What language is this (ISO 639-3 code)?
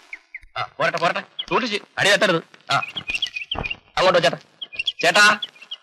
mal